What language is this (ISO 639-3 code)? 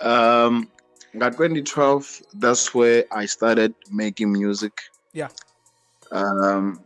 ven